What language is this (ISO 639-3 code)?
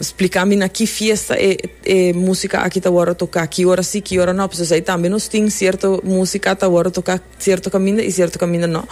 pap